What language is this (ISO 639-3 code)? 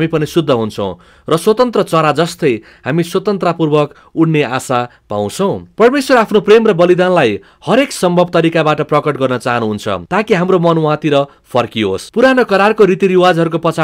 nep